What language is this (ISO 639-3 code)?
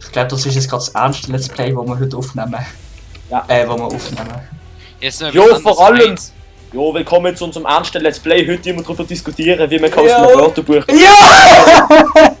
gsw